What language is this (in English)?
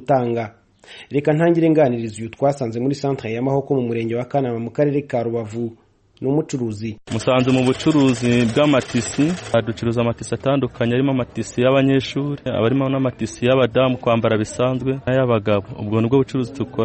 Kinyarwanda